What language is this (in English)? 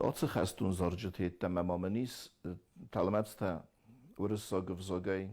Ossetic